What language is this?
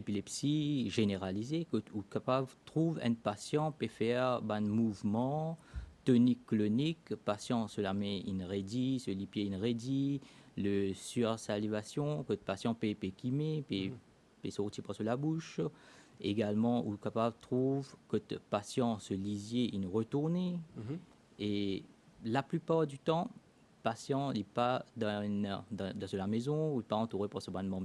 Morisyen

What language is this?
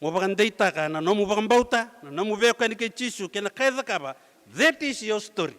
Fijian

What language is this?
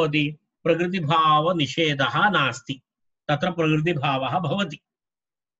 Sanskrit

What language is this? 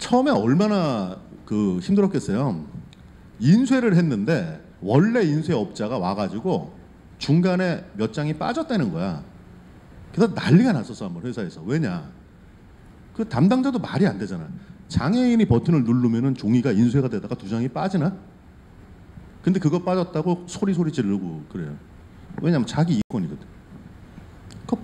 Korean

